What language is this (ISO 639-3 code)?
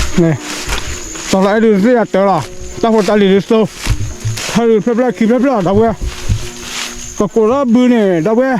ksw